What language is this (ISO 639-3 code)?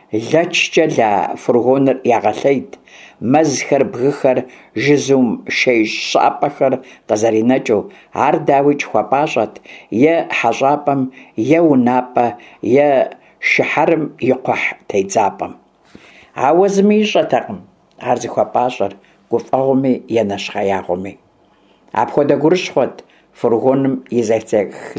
kbd